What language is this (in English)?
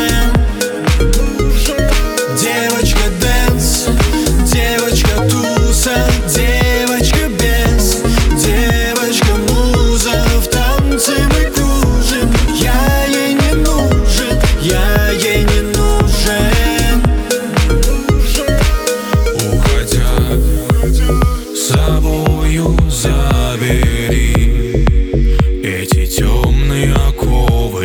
Russian